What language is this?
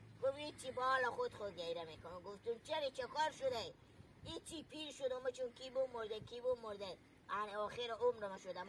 Hazaragi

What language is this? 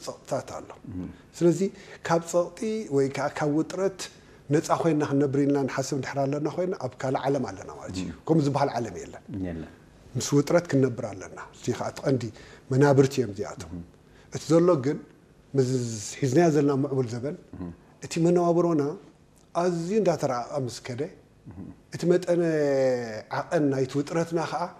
Tigrinya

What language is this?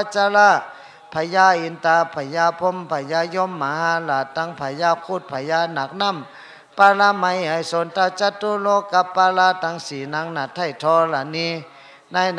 Shan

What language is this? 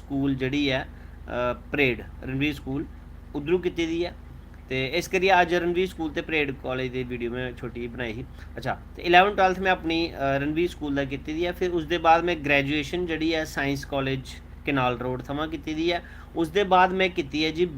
Dogri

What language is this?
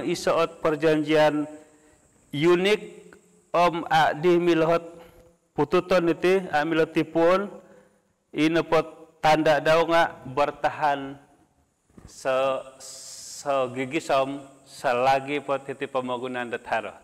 Central Dusun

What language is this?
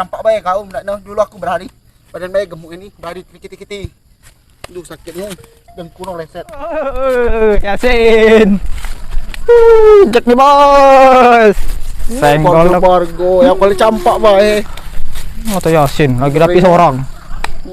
Musi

